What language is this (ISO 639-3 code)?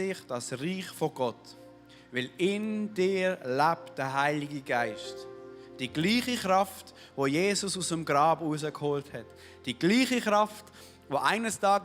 gsw